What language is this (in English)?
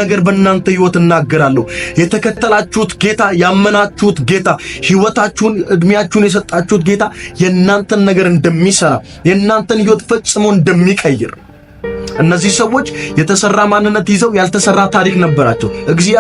Amharic